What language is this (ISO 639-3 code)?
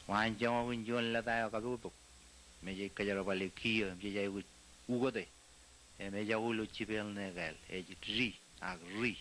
mah